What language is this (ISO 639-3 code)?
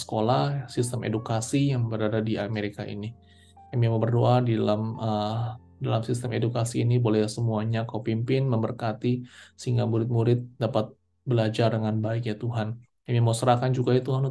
ind